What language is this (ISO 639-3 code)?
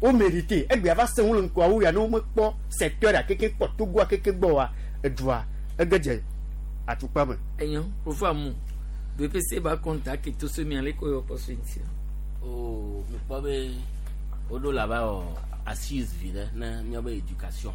gej